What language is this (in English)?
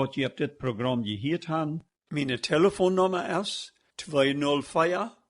Plautdietsch